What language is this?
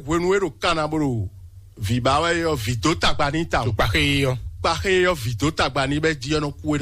Fon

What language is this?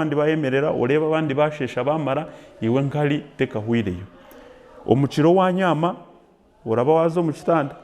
Nyankole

